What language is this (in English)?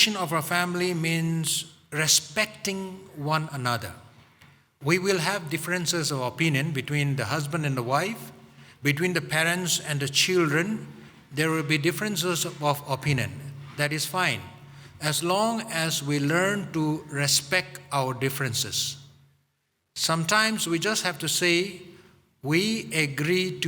Tangkhul Naga (India)